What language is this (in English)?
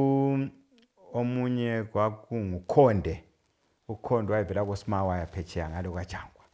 North Ndebele